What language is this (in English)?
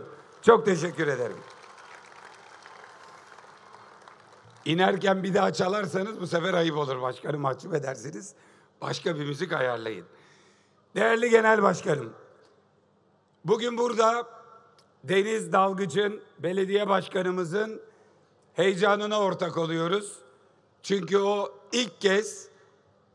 Turkish